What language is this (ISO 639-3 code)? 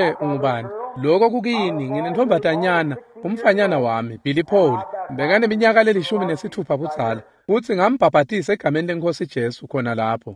ssw